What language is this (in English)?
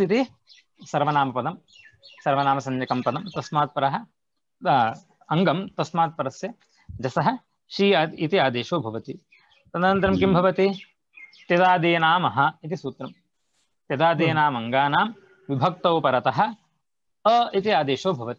Sanskrit